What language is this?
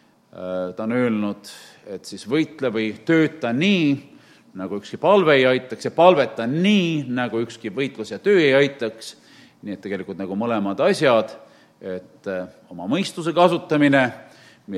Estonian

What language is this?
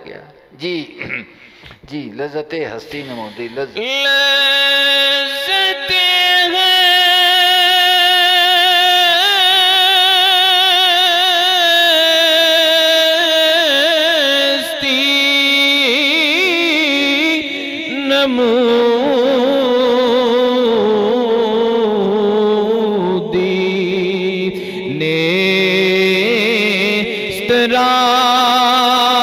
Urdu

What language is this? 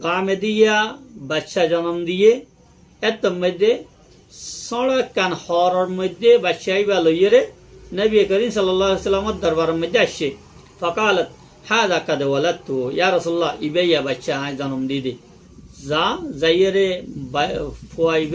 Rohingya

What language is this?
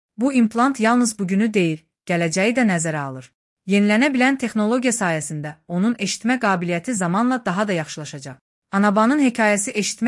Azerbaijani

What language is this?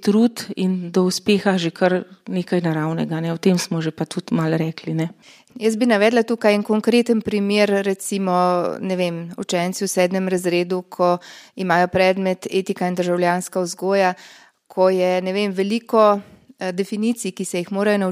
Slovenian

